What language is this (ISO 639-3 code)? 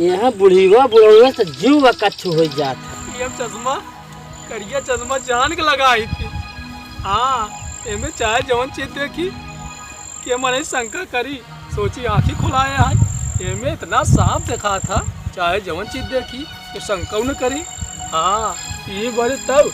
awa